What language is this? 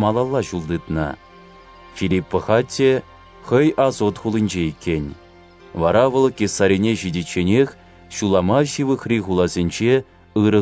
Chuvash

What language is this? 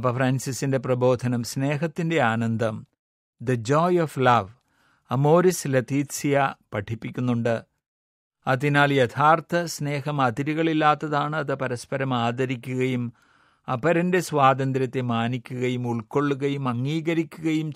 Malayalam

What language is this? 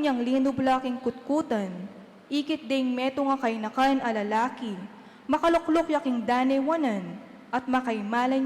Pampanga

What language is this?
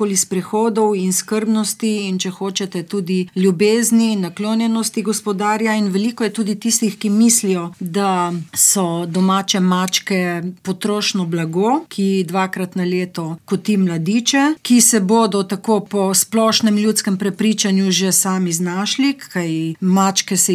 Slovenian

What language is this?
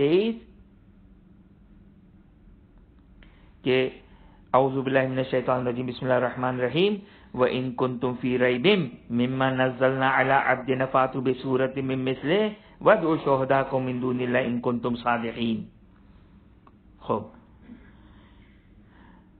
Urdu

